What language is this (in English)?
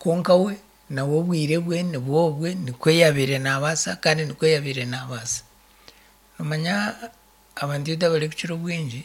Nyankole